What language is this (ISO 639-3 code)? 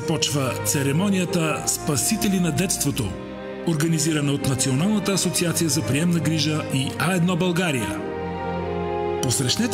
bul